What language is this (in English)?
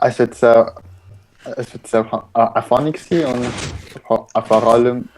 Swiss German